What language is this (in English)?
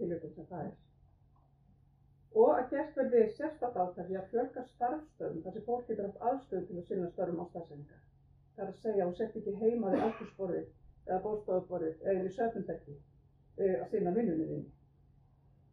Icelandic